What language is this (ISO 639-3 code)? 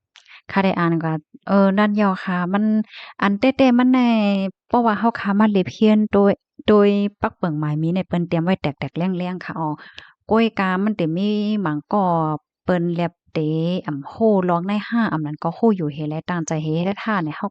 shn